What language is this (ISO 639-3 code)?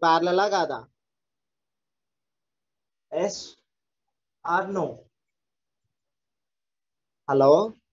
tel